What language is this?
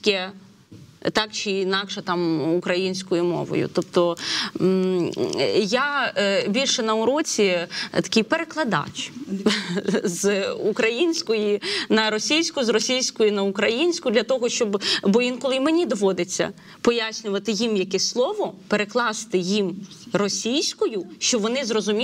Ukrainian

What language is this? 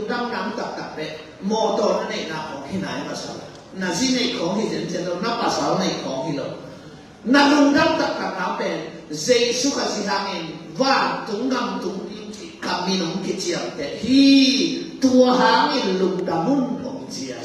Tedim Chin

